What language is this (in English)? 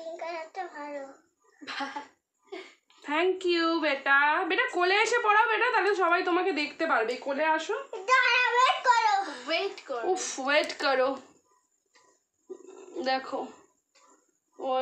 Bangla